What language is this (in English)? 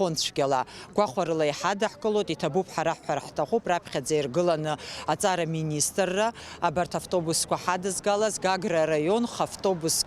Abkhazian